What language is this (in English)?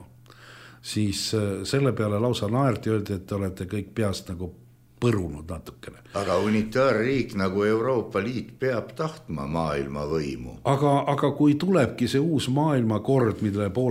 Estonian